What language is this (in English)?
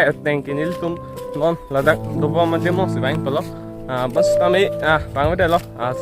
Karbi